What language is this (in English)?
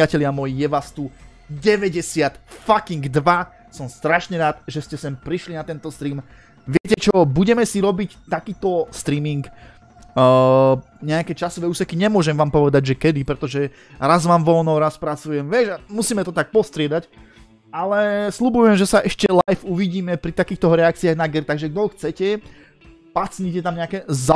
Slovak